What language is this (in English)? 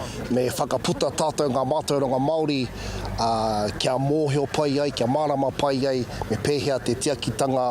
Māori